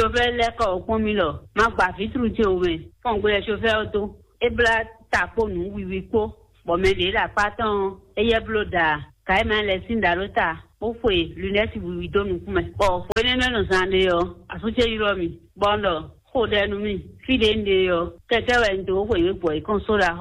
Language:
Fon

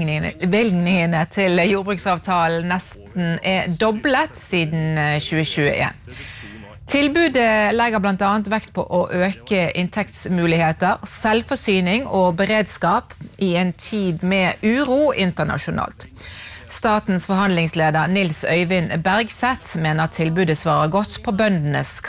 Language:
Norwegian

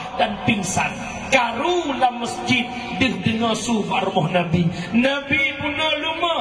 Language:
Achinese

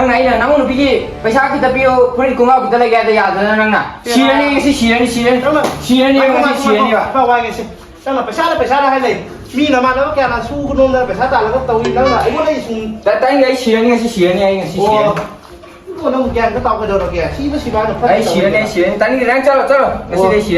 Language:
Manipuri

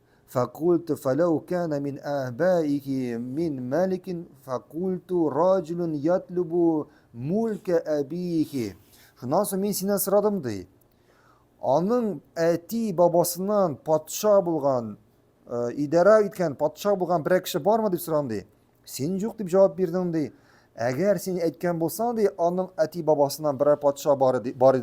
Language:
Tatar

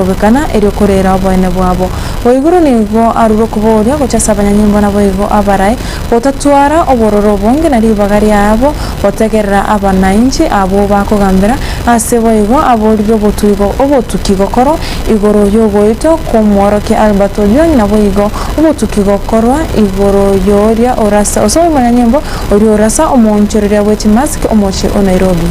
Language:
Gusii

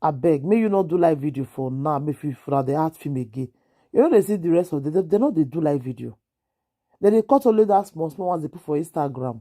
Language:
Nigerian Pidgin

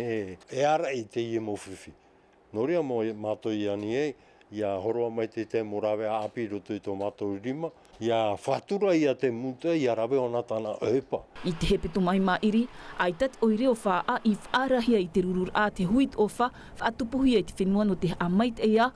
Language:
Tahitian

